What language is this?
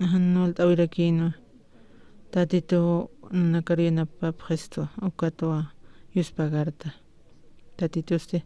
Aymara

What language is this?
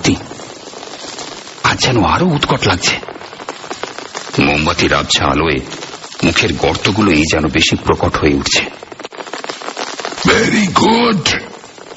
Bangla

